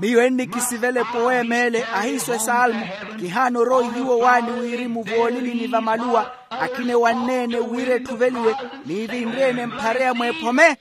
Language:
Makhuwa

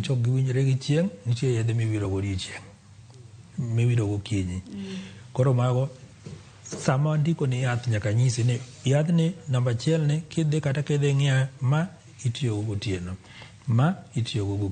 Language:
Luo (Kenya and Tanzania)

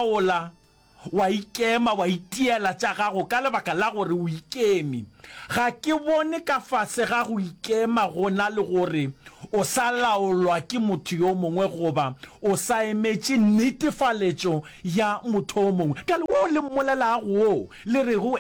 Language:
Northern Sotho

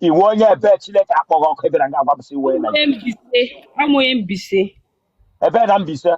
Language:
Igbo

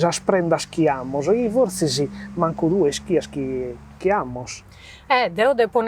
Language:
Sardinian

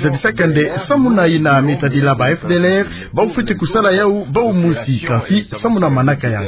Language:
Kituba (Democratic Republic of Congo)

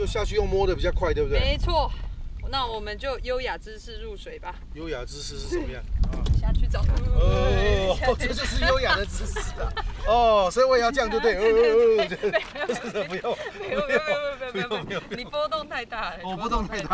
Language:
Chinese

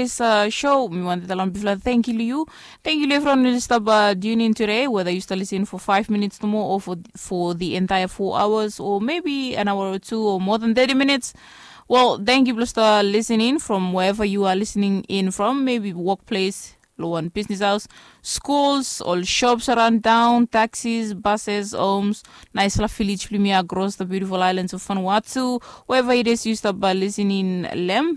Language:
Bislama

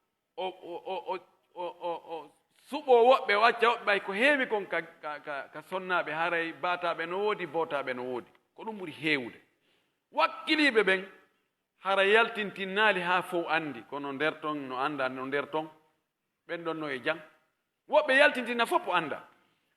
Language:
Pular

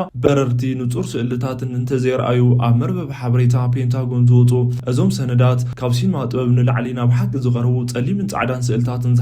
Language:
Tigrinya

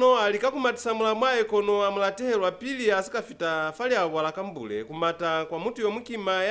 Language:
Lozi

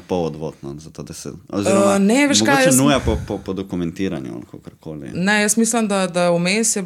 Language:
Slovenian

